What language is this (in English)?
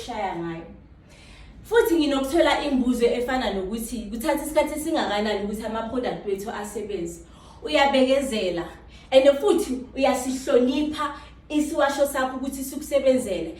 Zulu